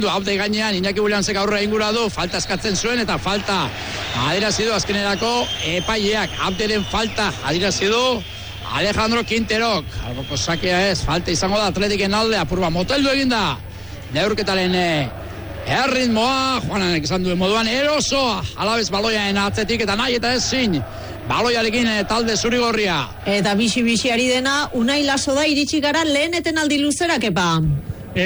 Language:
Basque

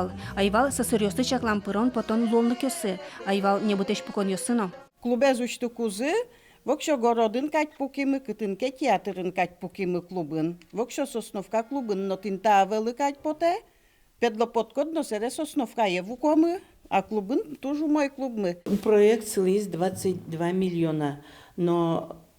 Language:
Udmurt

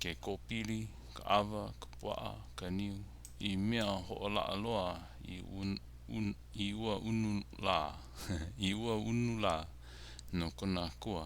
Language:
Hawaiian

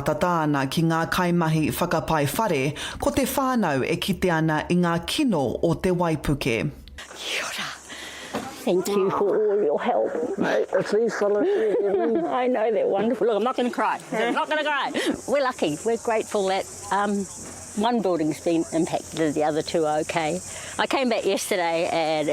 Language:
Māori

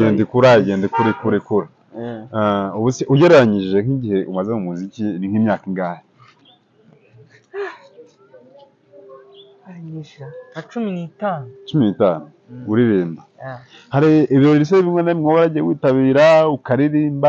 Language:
Kinyarwanda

